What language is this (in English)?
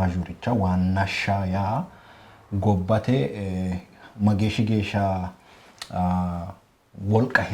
Sidamo